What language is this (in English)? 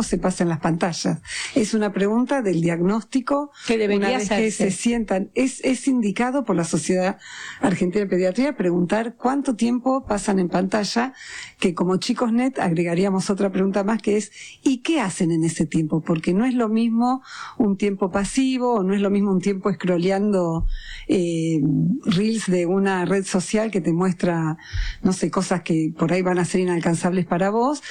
Spanish